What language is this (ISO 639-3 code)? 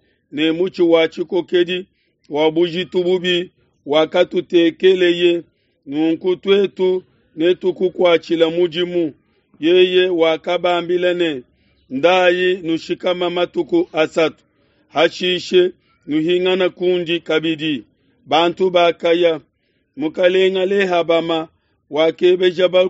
lua